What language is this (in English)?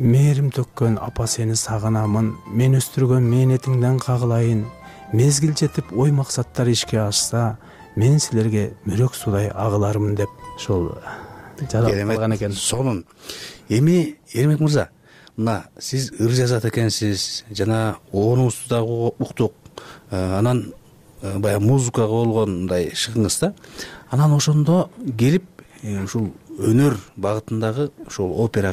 Kyrgyz